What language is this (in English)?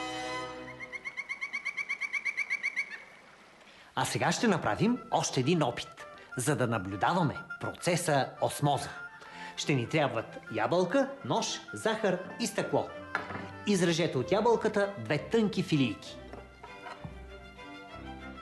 Bulgarian